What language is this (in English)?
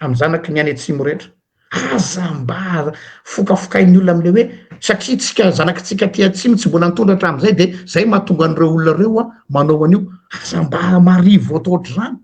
Malagasy